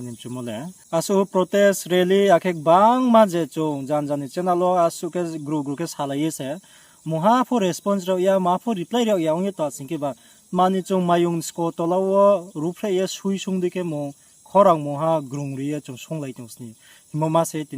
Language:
Riang (India)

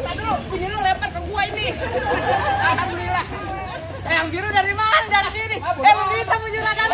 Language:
Betawi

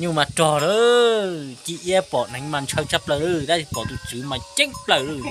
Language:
Hmong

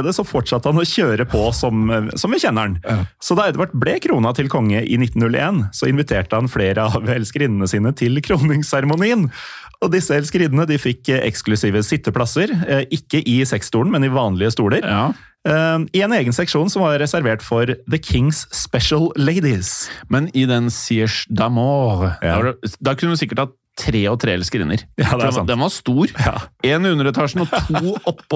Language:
Norwegian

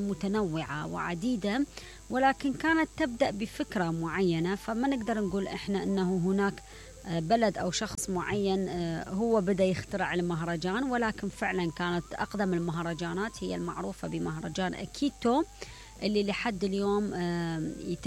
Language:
Mesopotamian Arabic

